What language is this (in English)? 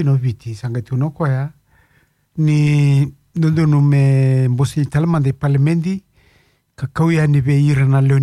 Fijian